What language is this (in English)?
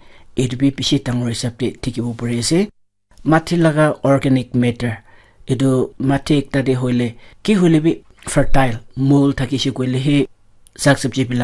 Naga Pidgin